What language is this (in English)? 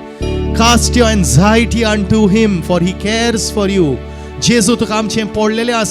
Konkani